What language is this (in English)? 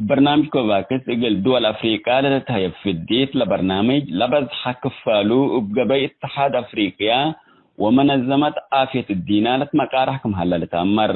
Tigre